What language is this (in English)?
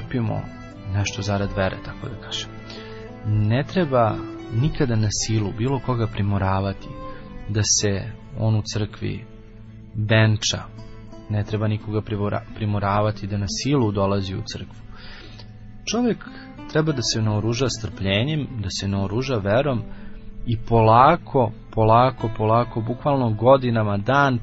Serbian